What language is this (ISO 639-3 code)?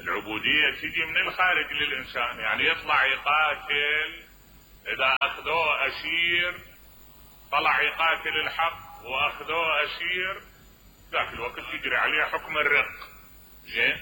acm